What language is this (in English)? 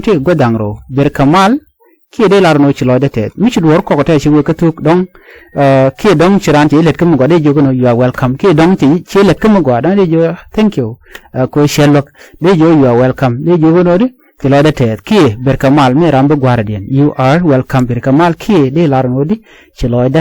Nuer